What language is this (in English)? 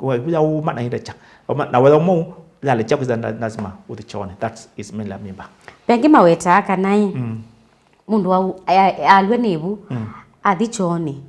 Kamba